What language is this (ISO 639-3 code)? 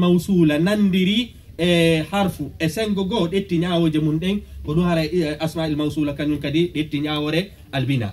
fuf